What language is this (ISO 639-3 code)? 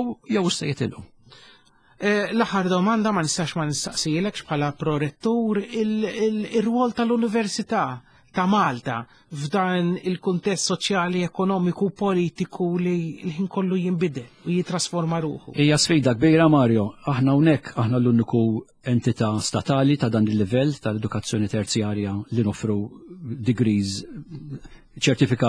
mlt